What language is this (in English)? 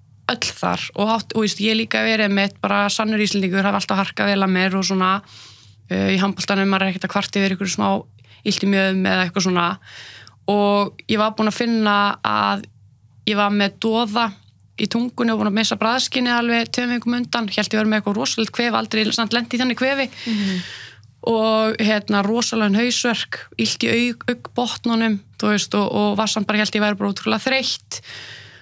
Icelandic